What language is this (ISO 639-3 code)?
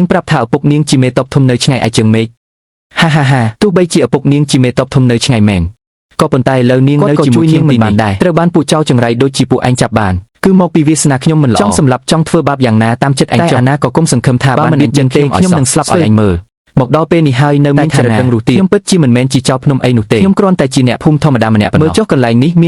khm